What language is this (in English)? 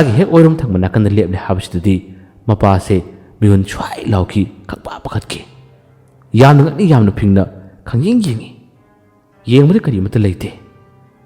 Manipuri